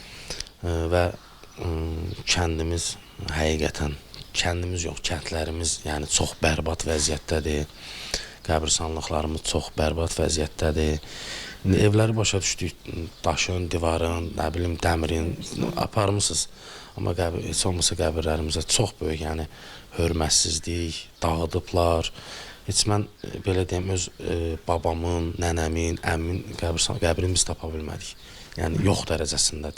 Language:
Azerbaijani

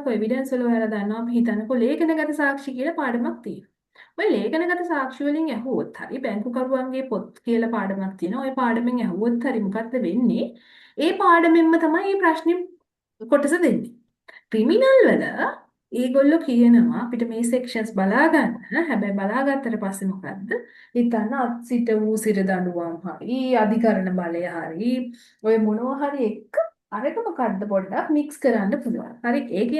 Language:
Sinhala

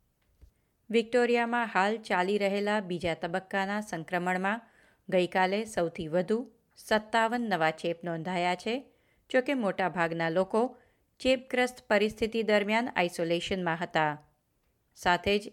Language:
Gujarati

